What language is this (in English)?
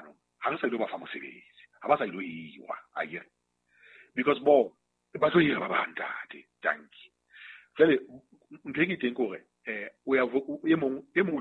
Southern Sotho